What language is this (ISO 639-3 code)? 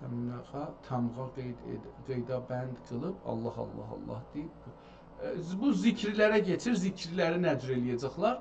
azb